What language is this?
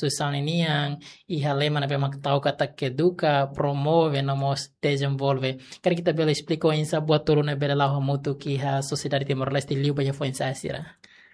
Tetum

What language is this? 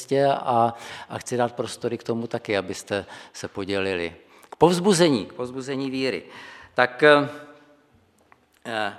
Czech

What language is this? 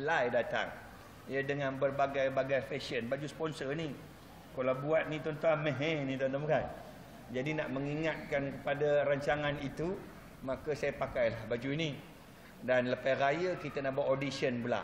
Malay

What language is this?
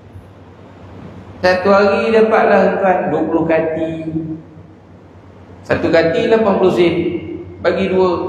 Malay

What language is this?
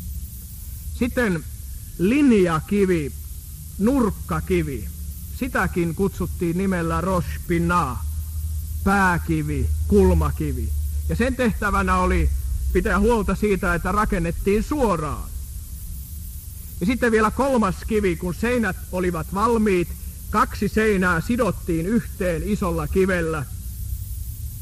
Finnish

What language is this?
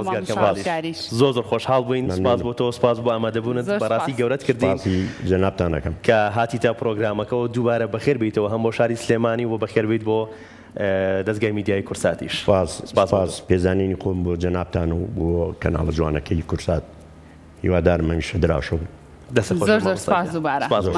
Central Kurdish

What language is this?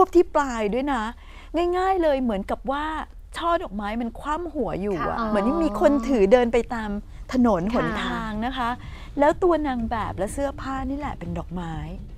Thai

